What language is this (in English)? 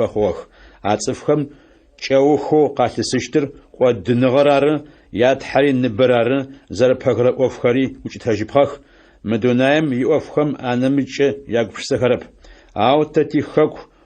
Adyghe